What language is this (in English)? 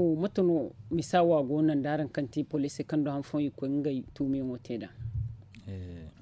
Zarma